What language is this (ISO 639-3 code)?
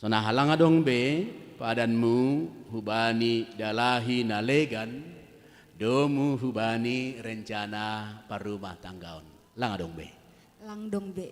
bts